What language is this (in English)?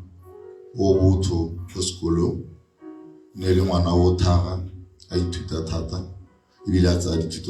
Tswana